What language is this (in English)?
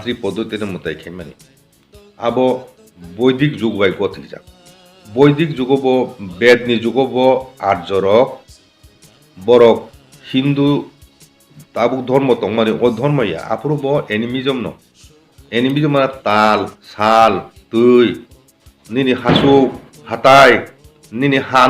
Kok Borok